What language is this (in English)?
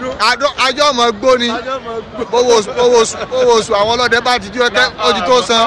Yoruba